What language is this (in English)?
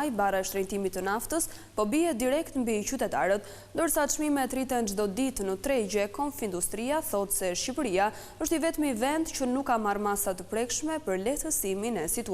Albanian